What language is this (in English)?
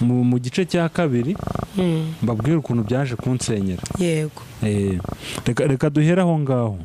Kinyarwanda